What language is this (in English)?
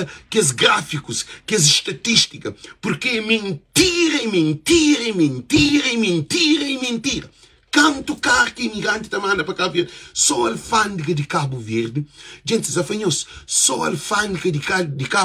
Kabuverdianu